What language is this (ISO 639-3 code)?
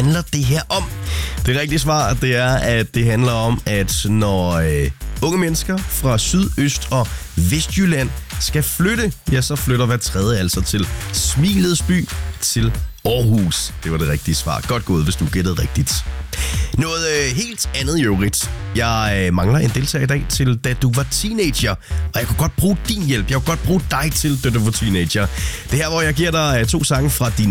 dan